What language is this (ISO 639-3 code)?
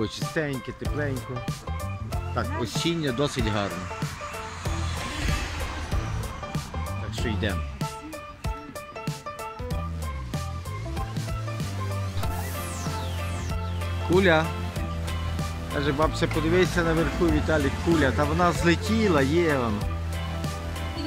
ukr